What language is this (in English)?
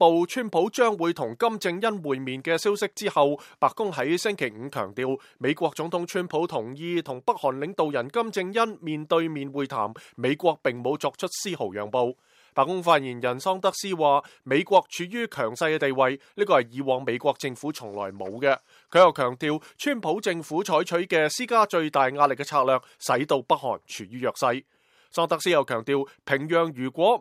Cantonese